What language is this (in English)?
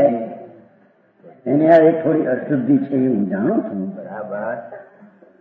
Gujarati